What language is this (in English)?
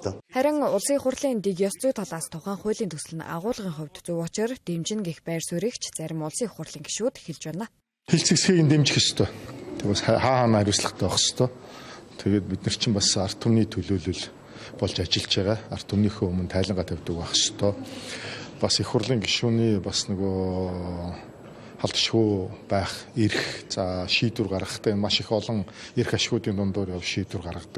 Mongolian